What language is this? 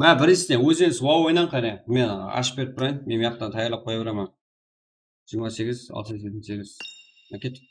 Kara-Kalpak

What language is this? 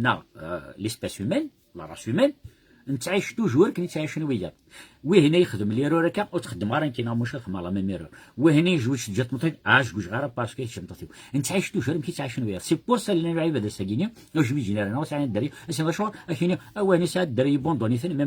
Kabyle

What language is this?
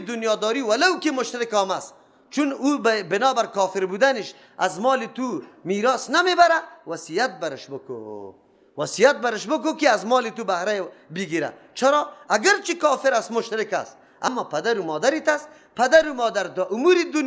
Persian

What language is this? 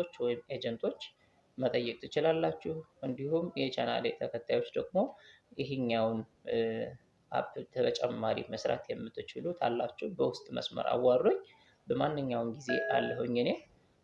Amharic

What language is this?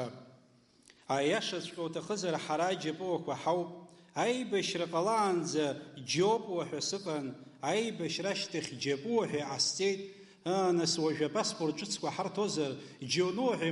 Abkhazian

